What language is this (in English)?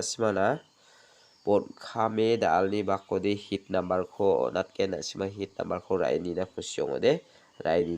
Garo